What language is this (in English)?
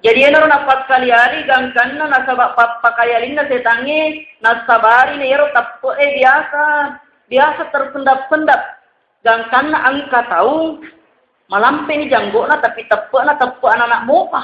Buginese